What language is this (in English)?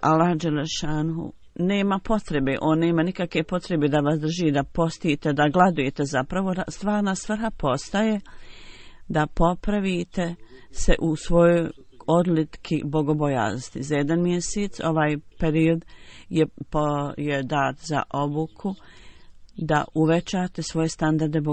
Bosnian